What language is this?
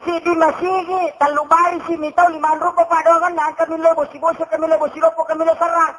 Buginese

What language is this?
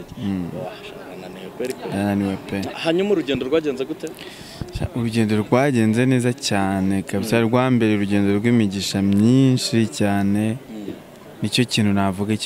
Kinyarwanda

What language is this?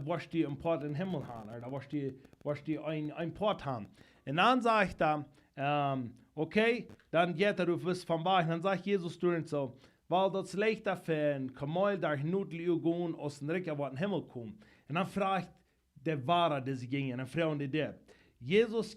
Plautdietsch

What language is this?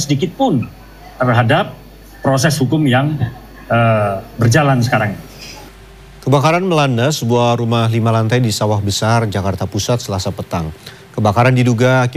Indonesian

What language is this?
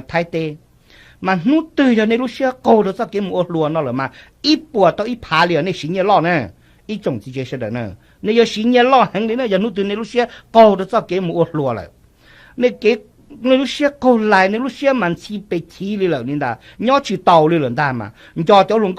Hmong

